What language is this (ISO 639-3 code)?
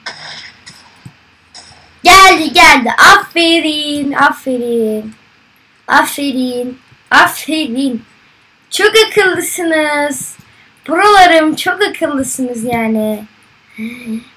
tur